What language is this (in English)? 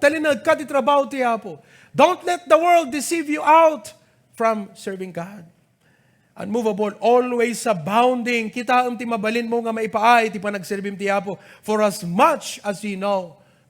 Iloko